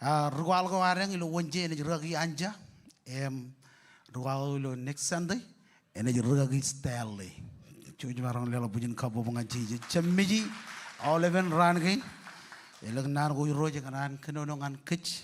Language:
Marshallese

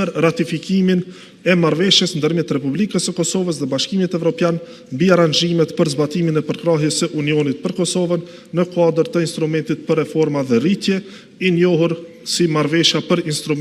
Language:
Albanian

